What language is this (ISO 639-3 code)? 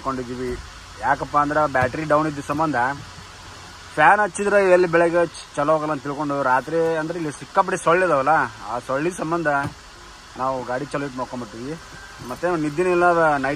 kan